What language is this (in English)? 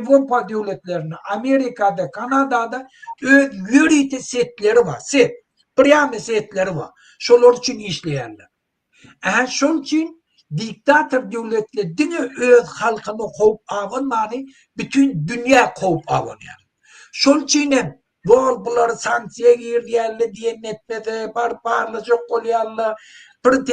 Turkmen